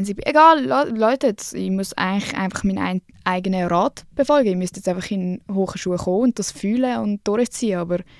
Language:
Swiss German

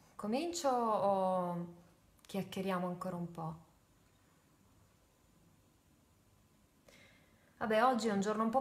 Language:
Italian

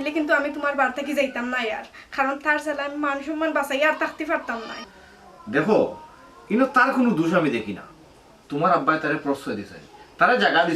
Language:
Sylheti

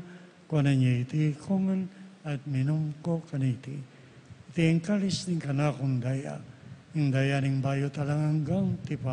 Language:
Pampanga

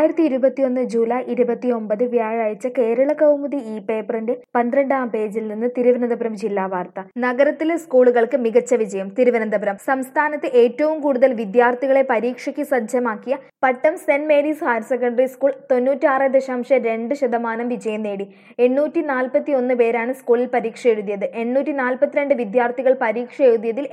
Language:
Malayalam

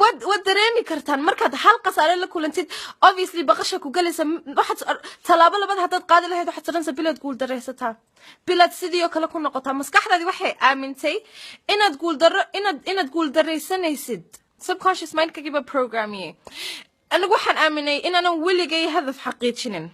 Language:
Somali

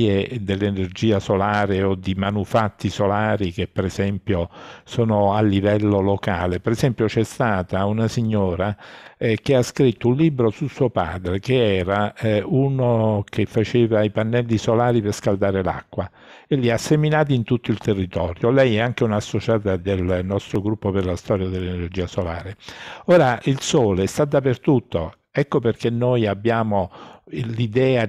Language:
Italian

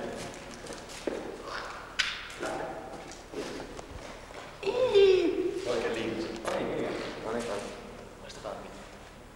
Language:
Finnish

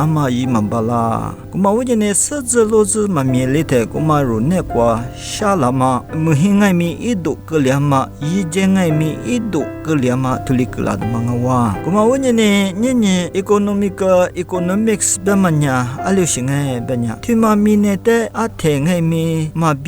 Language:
Lisu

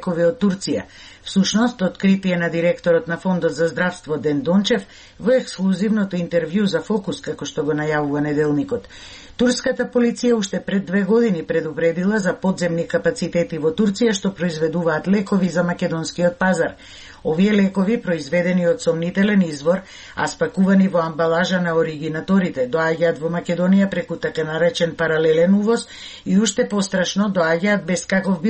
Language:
Macedonian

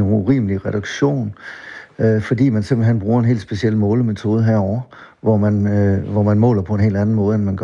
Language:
Danish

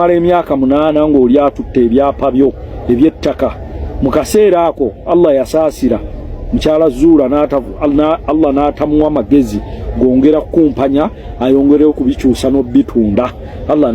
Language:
Ganda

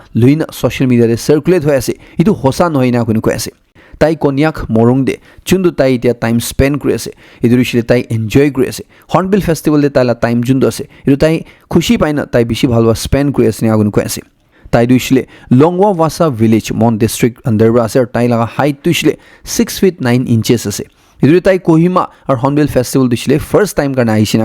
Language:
Naga Pidgin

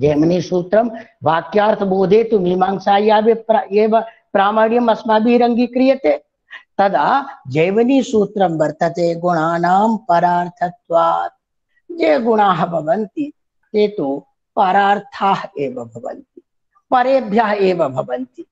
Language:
Sanskrit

